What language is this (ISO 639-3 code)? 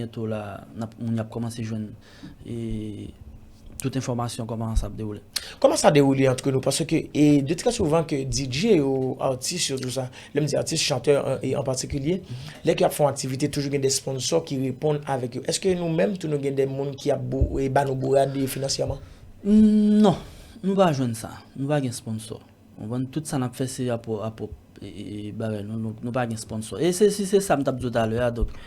hat